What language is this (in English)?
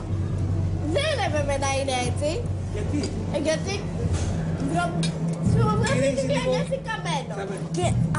Greek